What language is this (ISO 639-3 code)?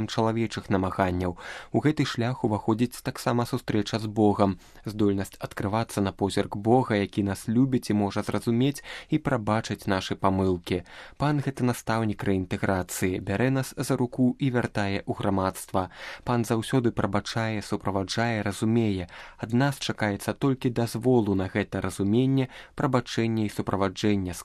bel